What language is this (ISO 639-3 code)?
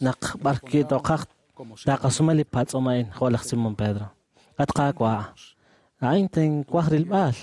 kek